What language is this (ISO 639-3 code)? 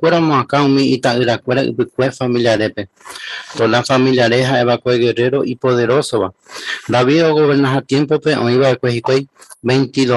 grn